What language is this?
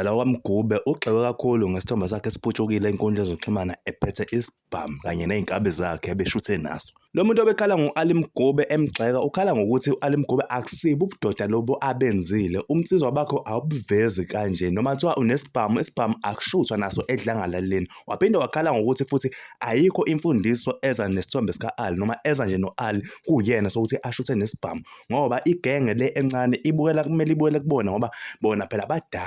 Zulu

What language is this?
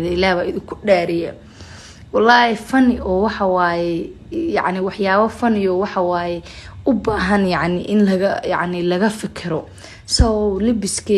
Somali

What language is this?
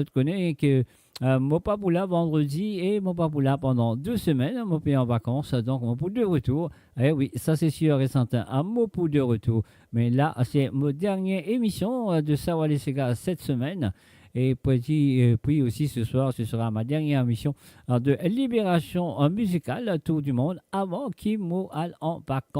Morisyen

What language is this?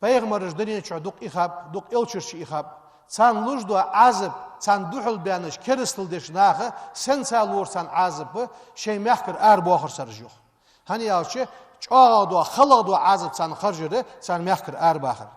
Ingush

